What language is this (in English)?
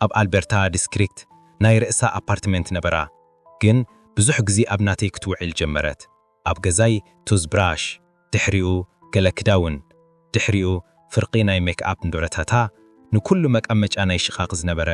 Tigrinya